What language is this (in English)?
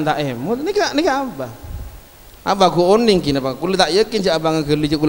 Madurese